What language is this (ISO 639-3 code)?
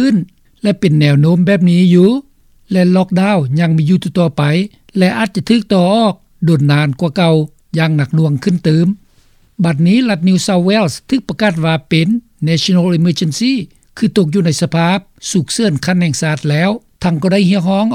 lao